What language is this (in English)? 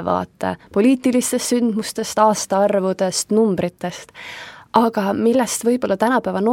Estonian